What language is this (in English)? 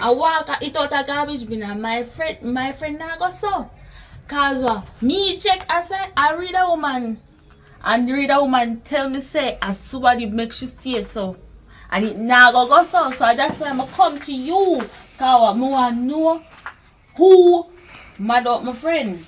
Jamaican Creole English